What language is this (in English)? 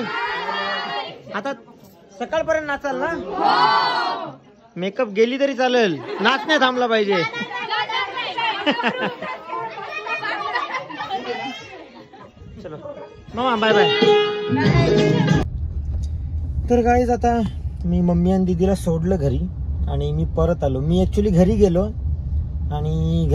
Marathi